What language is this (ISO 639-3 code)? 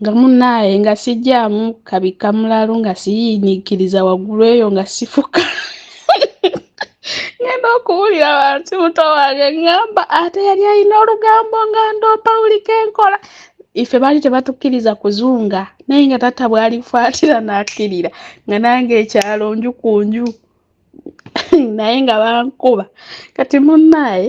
lug